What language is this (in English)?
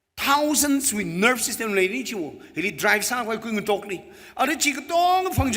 Tangkhul Naga (India)